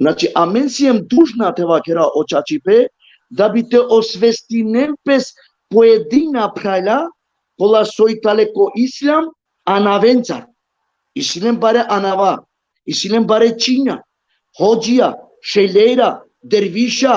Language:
Balkan Romani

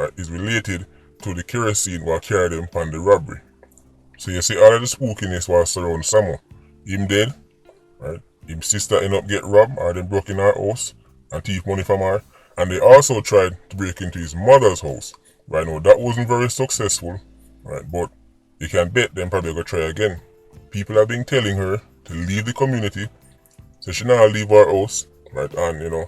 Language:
Jamaican Creole English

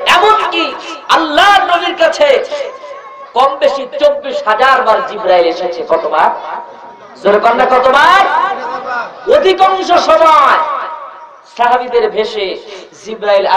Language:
Bangla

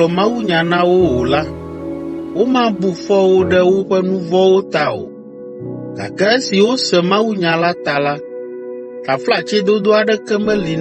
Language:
Ewe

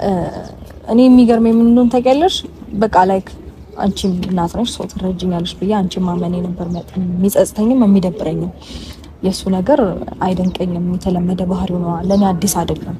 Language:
Amharic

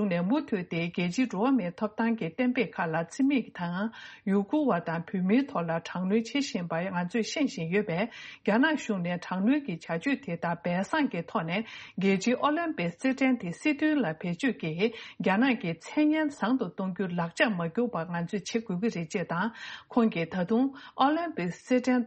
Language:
Tibetan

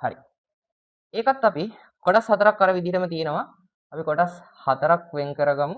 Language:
Sinhala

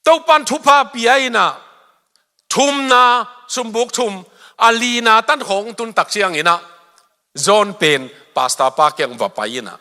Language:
Tedim Chin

